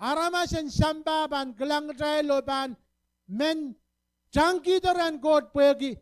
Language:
Pohnpeian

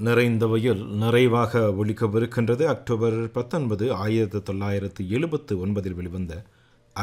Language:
Tamil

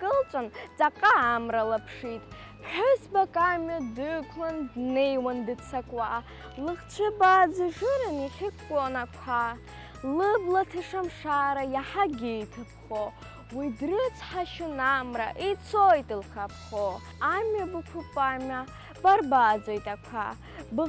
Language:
Abkhazian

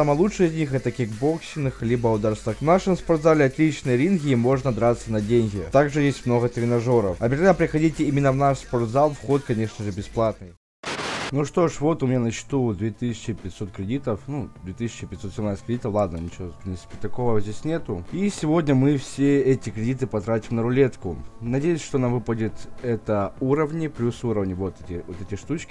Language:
Russian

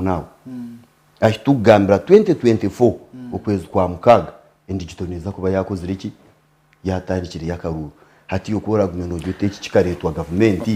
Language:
Nyankole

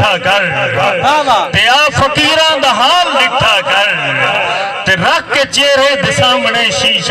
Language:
Saraiki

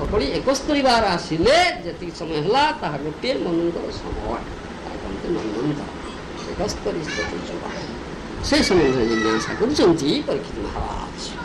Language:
Odia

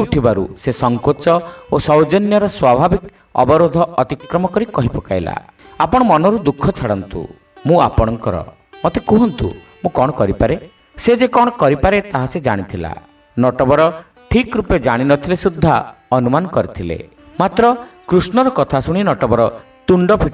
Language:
Odia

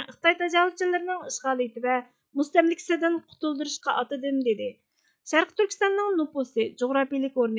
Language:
Uyghur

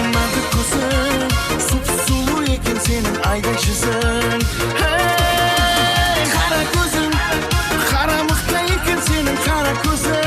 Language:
Kara-Kalpak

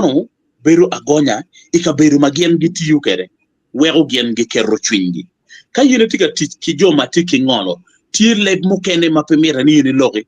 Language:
Acoli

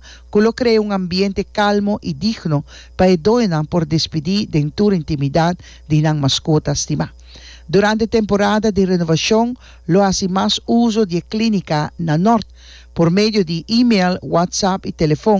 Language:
Papiamento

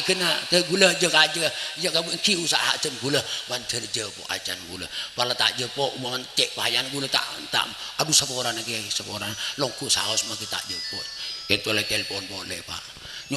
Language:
Madurese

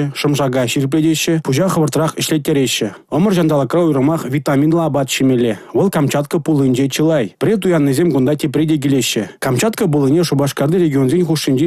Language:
Chuvash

